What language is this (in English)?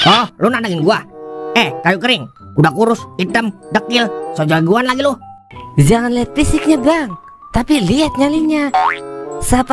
Betawi